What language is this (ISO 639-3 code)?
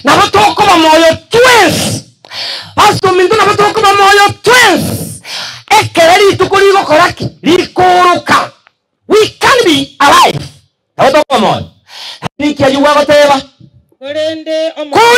guz